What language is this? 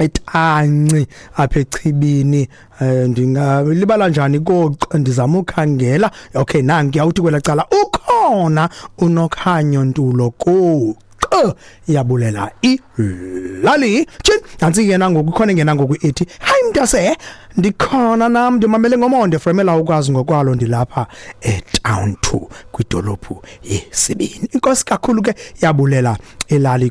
Xhosa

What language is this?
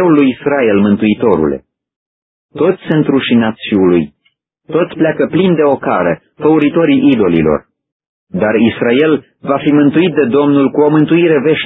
Romanian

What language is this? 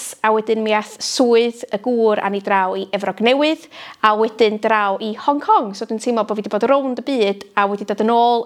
Welsh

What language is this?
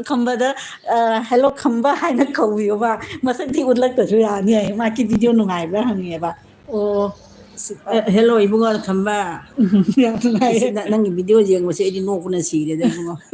Manipuri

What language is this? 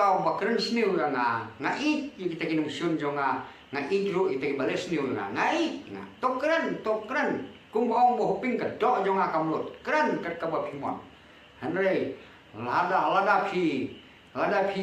Khasi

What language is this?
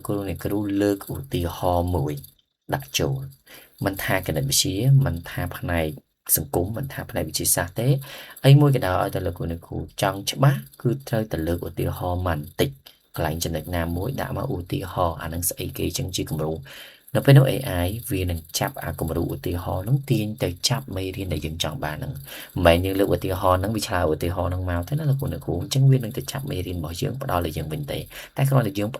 Khmer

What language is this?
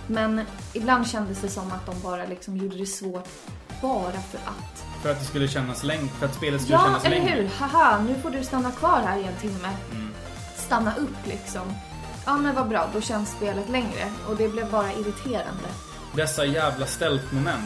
Swedish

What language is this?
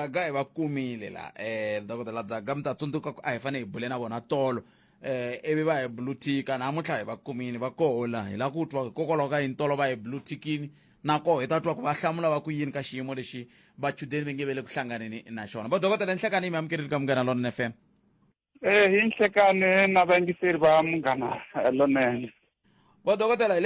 Tsonga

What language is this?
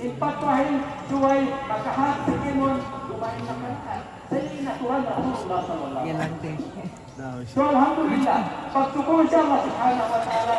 Yakan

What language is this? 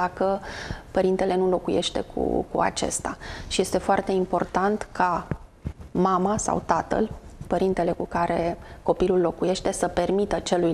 Romanian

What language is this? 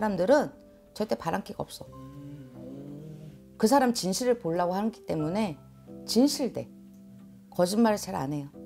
Korean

